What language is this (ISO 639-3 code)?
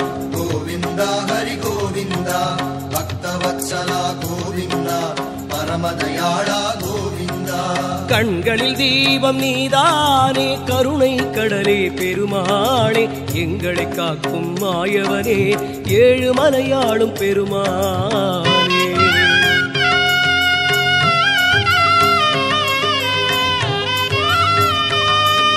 tam